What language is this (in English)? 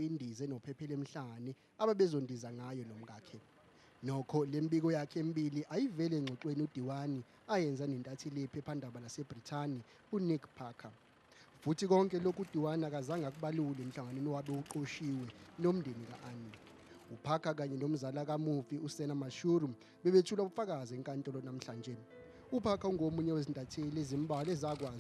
Zulu